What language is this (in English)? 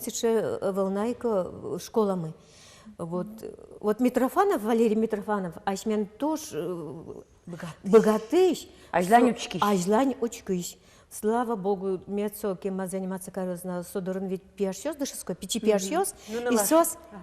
Udmurt